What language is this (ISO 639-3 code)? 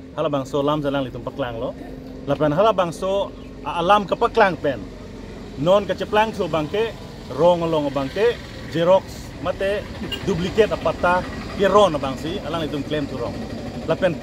mjw